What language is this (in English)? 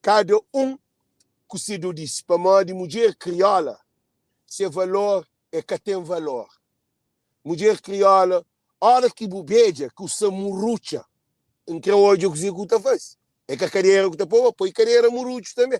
Kabuverdianu